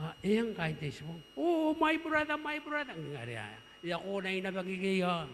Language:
Gilbertese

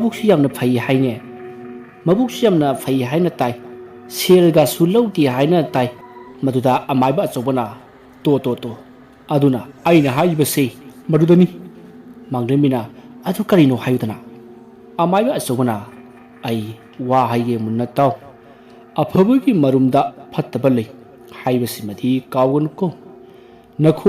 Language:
Manipuri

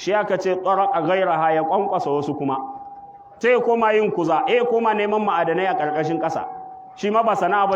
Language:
Hausa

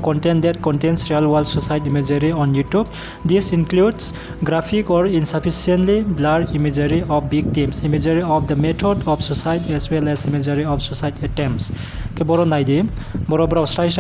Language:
Riang (India)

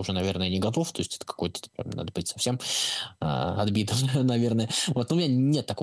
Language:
Russian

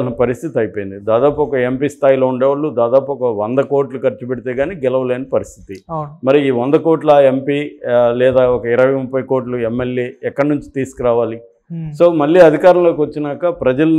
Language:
Telugu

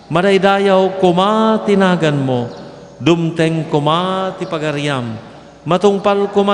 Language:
Iloko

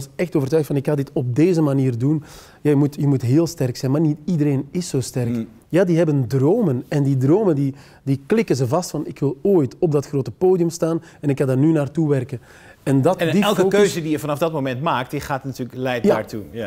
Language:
Dutch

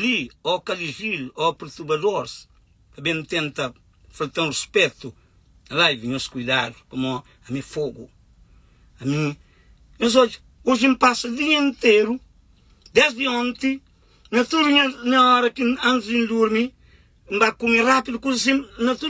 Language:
Kabuverdianu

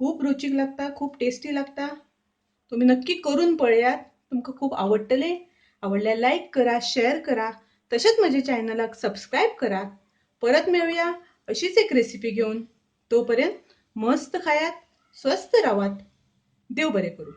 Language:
Konkani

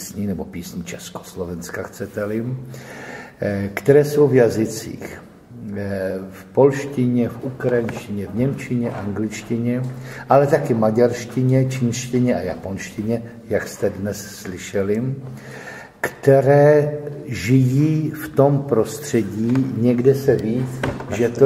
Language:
Czech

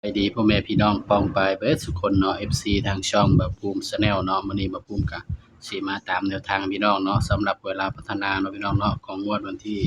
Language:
Northeastern Thai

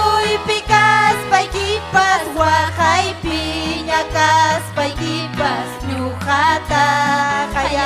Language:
Ayacucho Quechua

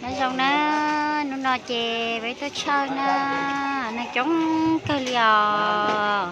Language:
Hmong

